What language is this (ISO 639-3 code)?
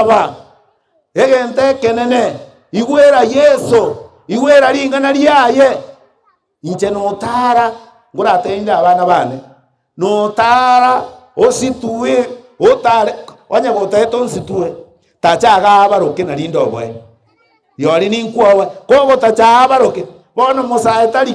guz